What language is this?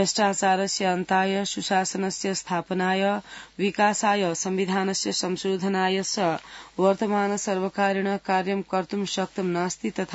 Sanskrit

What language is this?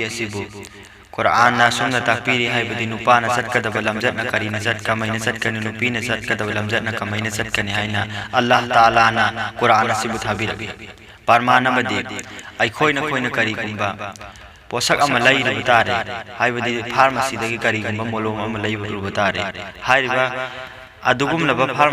Manipuri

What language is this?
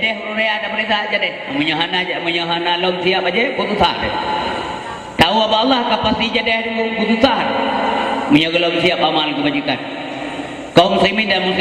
Achinese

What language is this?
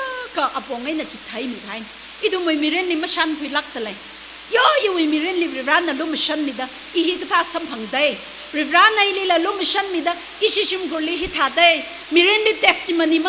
Tangkhul Naga (India)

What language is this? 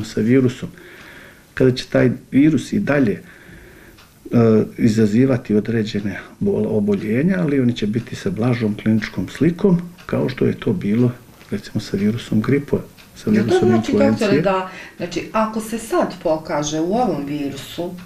Bosnian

